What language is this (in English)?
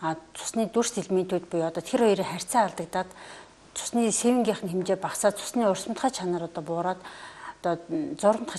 Mongolian